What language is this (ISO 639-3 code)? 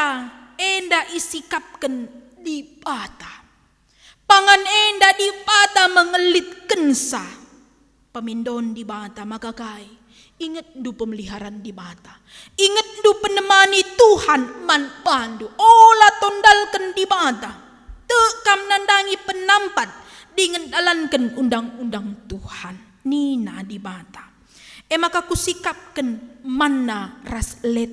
btx